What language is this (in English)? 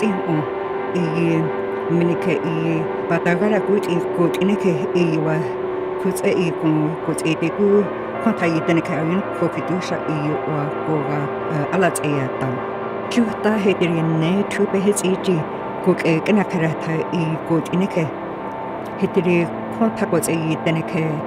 North Slavey